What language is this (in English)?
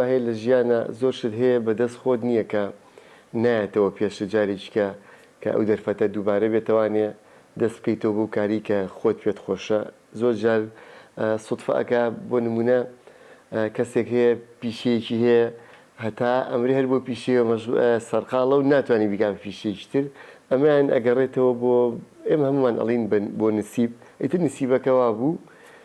Central Kurdish